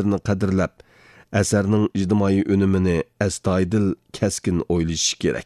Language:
Uyghur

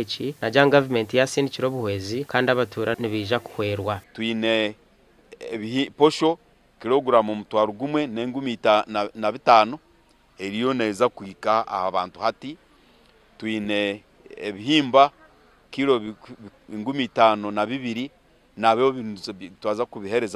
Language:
Nyankole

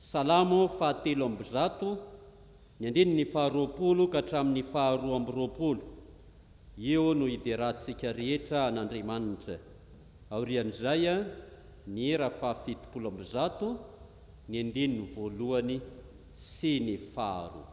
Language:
Malagasy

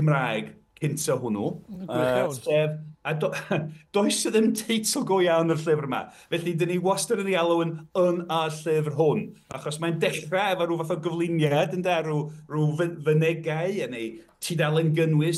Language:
Welsh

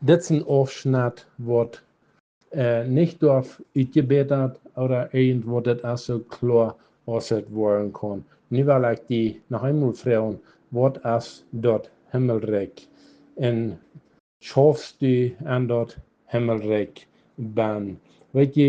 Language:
Plautdietsch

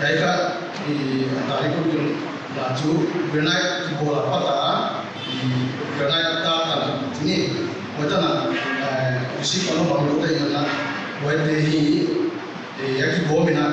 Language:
Paite Chin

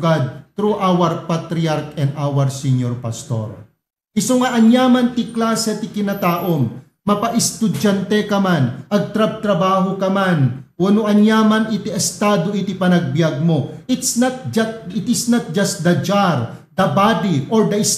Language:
Iloko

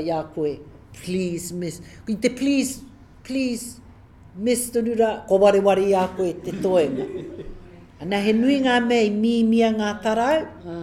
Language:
Māori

